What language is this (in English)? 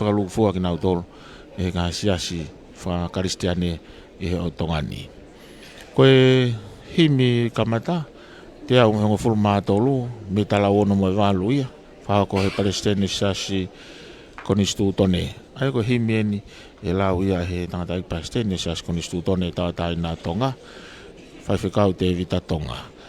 Tongan